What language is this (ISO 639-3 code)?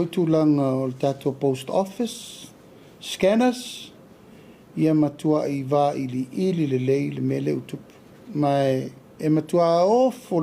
smo